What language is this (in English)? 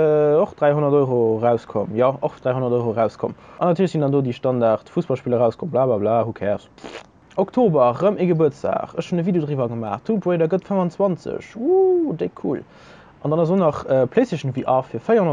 Luxembourgish